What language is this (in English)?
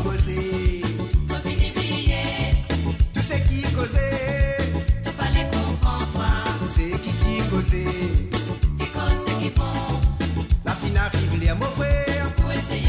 Morisyen